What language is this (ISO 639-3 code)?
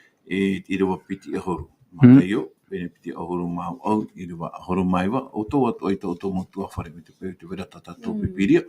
tah